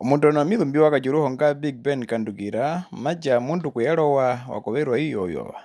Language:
Herero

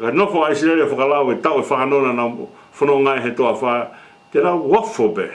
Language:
Tongan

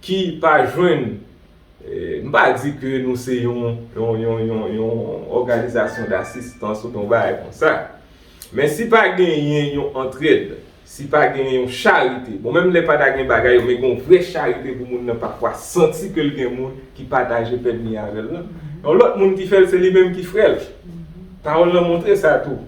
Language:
Haitian Creole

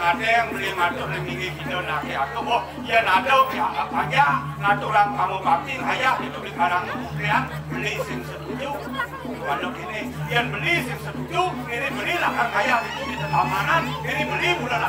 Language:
Balinese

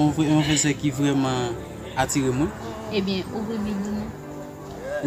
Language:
Haitian Creole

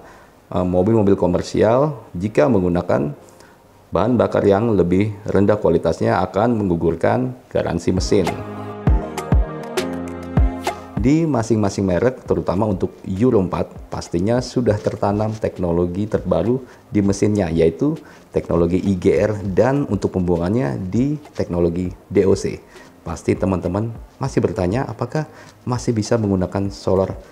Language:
Indonesian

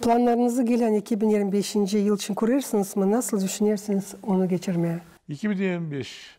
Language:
Gagauz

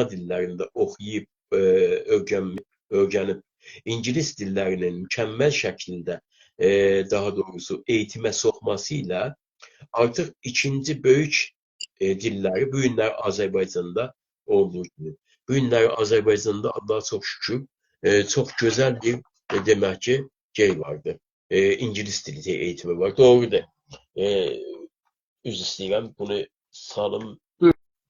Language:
South Azerbaijani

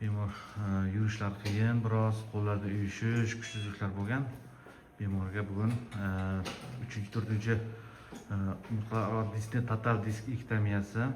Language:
Uzbek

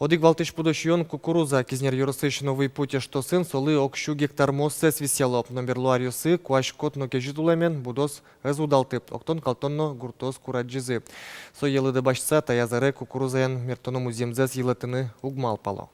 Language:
Udmurt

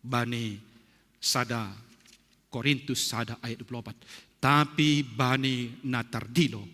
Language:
Batak Simalungun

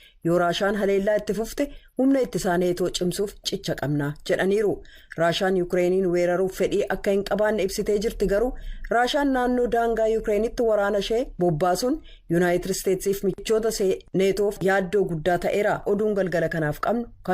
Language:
Oromo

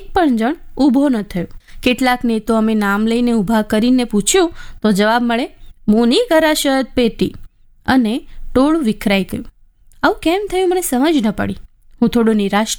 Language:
Gujarati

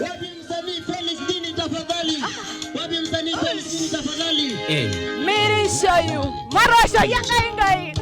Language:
Masai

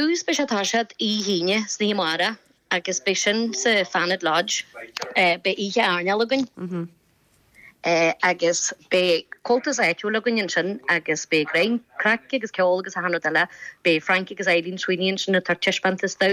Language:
Irish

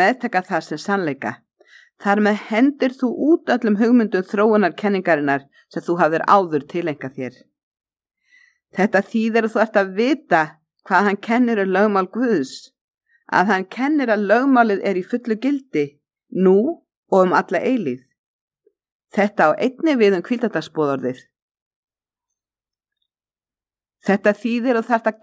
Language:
Icelandic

